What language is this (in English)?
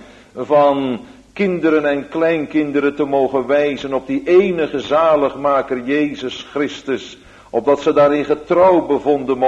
Dutch